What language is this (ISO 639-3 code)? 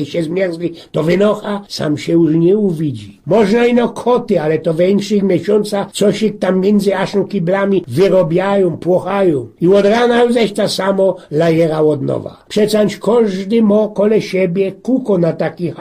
szl